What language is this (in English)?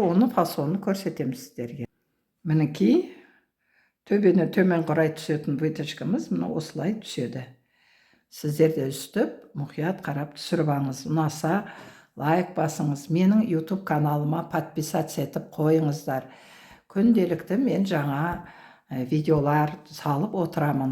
Kazakh